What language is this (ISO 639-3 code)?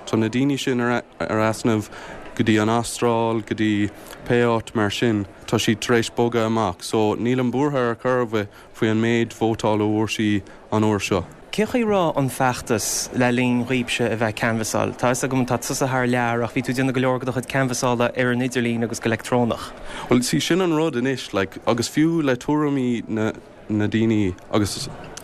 gle